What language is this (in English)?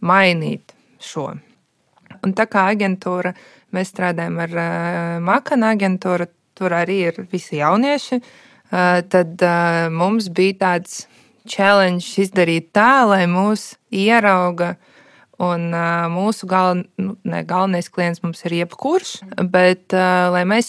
Latvian